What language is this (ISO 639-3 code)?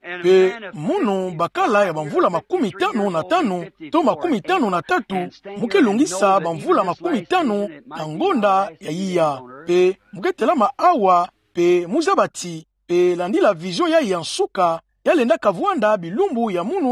ktu